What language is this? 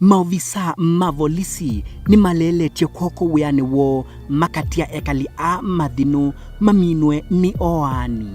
Kamba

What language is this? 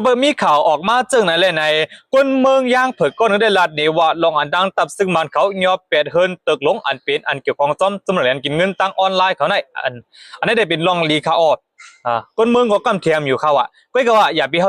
Shan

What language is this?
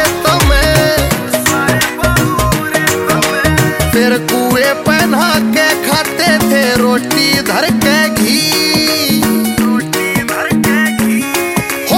Hindi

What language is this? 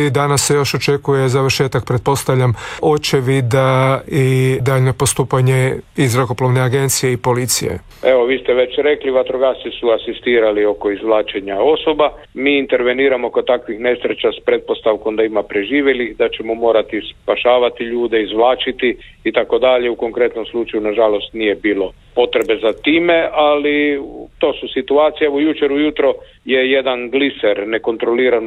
Croatian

